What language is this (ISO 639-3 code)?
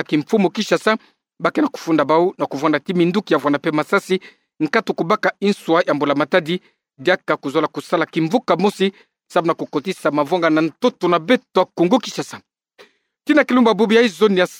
ktu